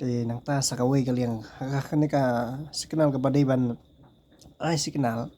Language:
Khasi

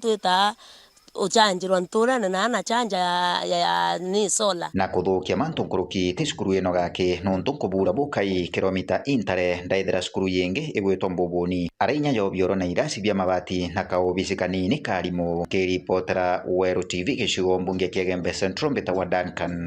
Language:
Meru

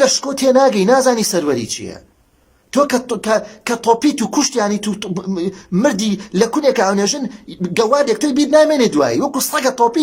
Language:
Central Kurdish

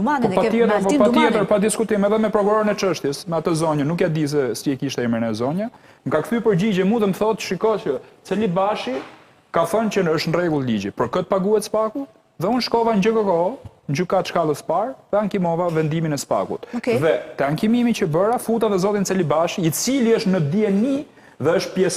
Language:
Albanian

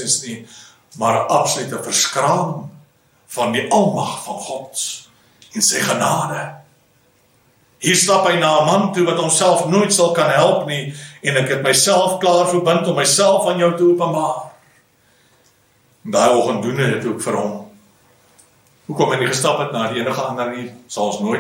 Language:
Afrikaans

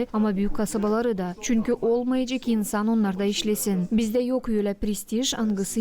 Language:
Gagauz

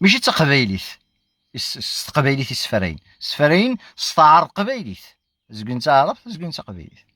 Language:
Kabyle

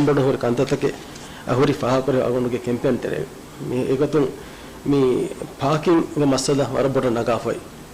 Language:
Divehi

